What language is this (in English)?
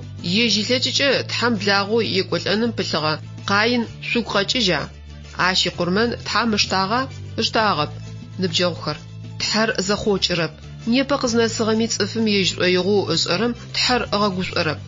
Adyghe